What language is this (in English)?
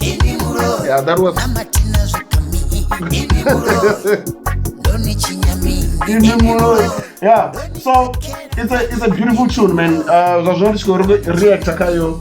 Venda